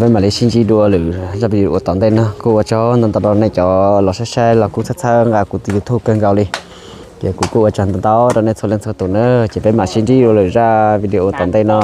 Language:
Hmong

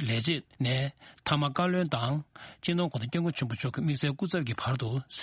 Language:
Tibetan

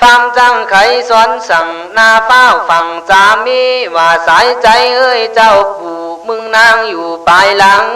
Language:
Khün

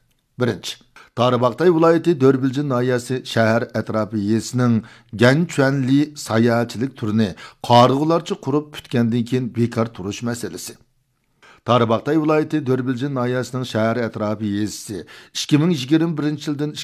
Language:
Uyghur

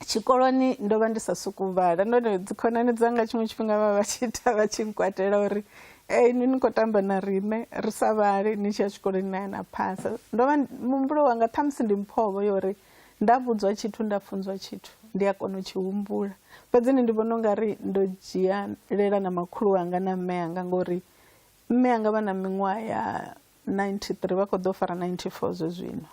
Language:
Venda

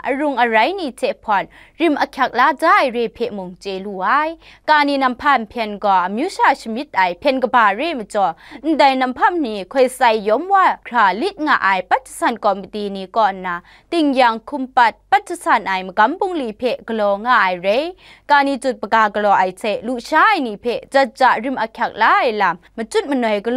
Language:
Kachin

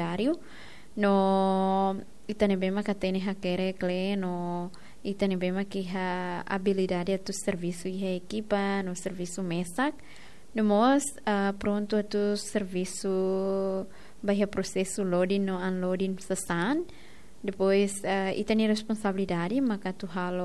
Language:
Tetum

